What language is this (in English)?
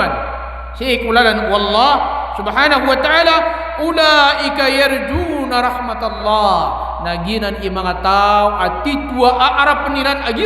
Maranao